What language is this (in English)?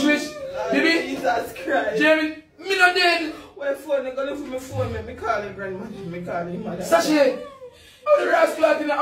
Jamaican Creole English